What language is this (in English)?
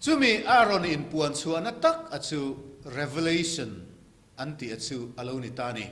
Mizo